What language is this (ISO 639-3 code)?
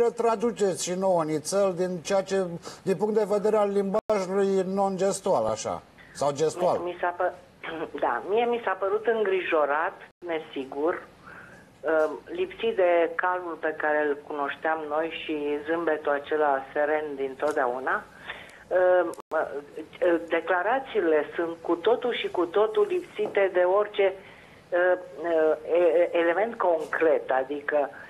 ron